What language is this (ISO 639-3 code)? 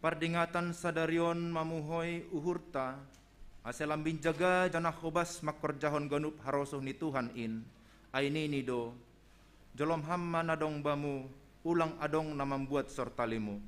bts